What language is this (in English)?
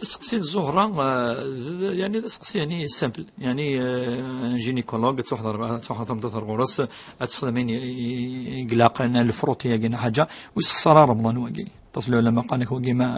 Kabyle